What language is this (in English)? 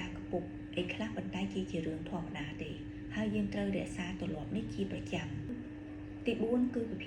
Khmer